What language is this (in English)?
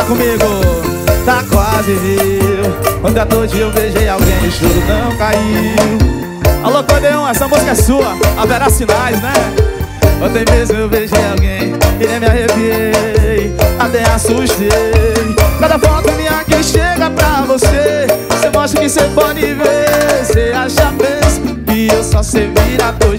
Portuguese